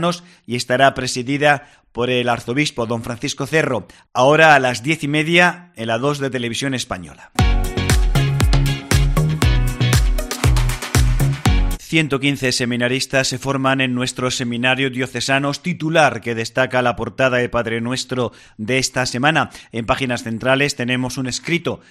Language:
Spanish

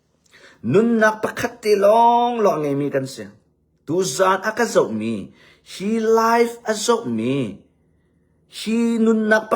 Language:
Hakha Chin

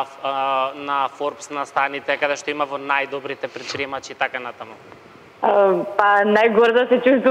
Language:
Macedonian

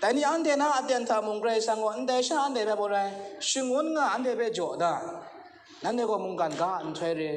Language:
Kachin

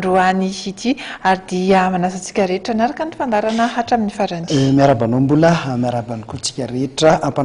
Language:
Malagasy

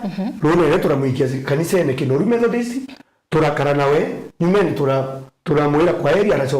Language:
Meru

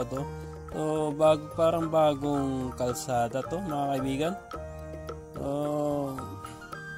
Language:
Filipino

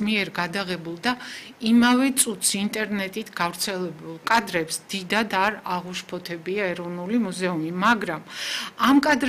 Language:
Georgian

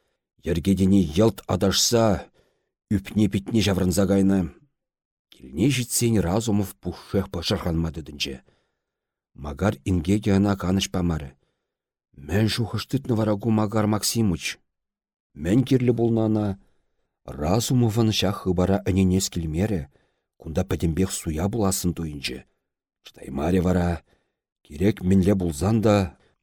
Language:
Chuvash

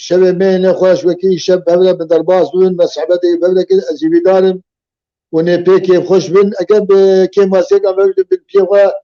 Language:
Kurdish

